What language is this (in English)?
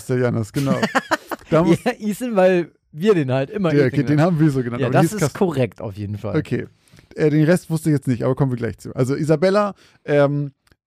German